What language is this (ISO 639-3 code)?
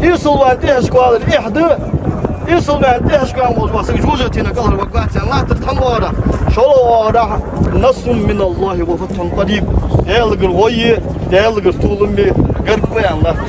inh